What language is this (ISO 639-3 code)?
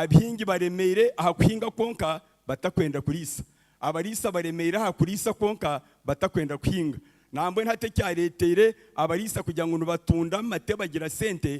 nyn